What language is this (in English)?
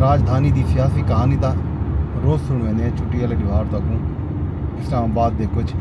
Saraiki